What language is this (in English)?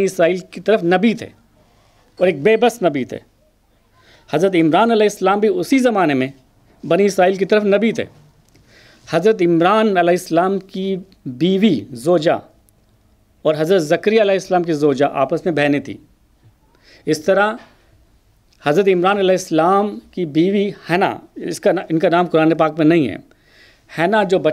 Urdu